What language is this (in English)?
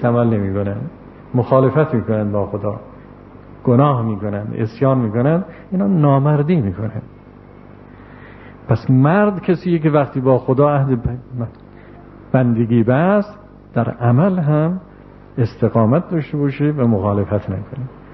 Persian